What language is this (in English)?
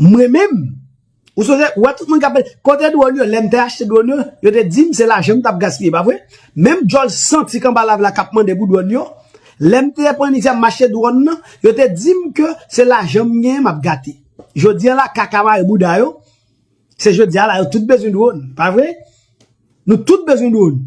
Haitian Creole